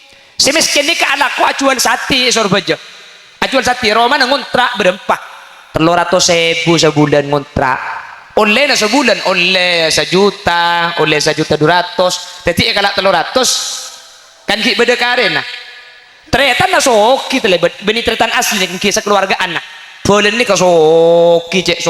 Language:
Madurese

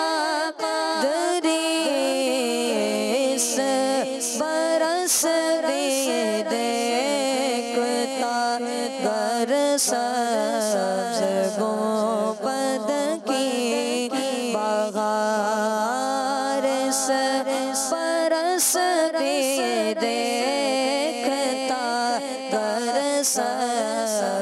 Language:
Urdu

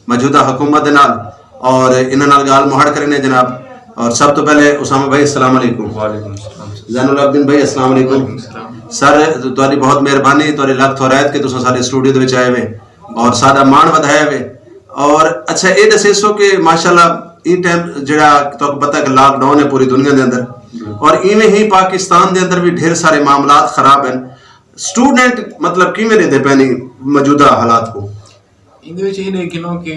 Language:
Western Panjabi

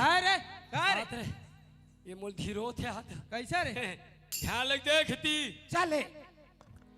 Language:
Chhattisgarhi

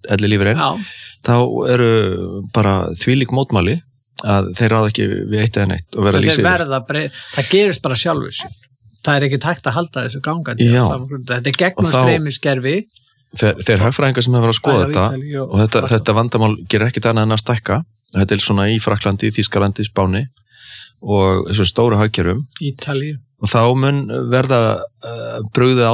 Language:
Icelandic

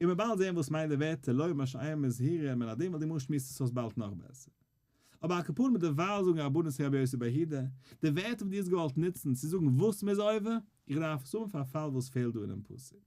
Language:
Yiddish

